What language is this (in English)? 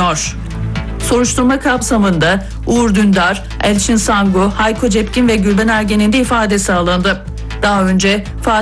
Turkish